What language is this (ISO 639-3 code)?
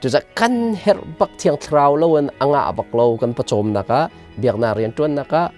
cnh